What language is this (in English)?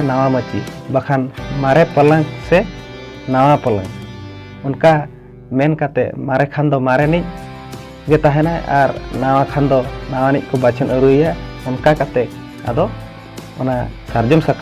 Santali